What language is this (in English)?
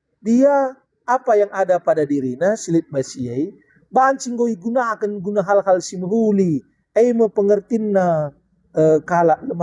Batak Karo